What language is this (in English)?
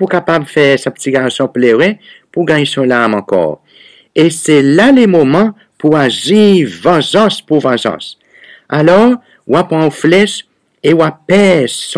Seselwa Creole French